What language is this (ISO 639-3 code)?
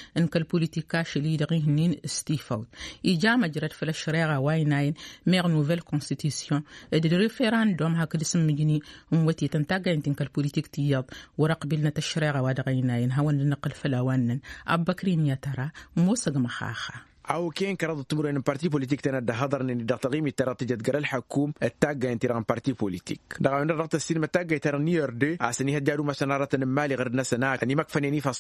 taq